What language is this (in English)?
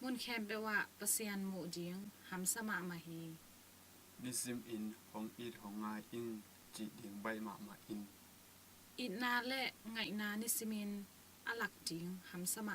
Tedim Chin